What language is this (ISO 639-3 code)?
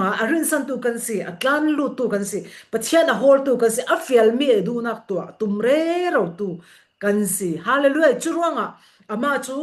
cfm